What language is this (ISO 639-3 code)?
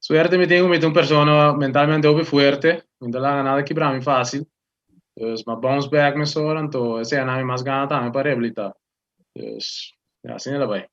pap